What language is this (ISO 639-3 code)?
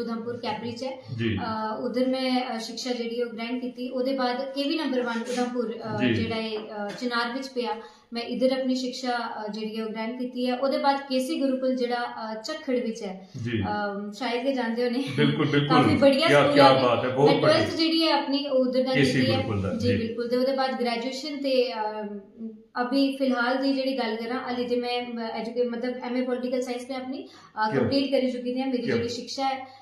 doi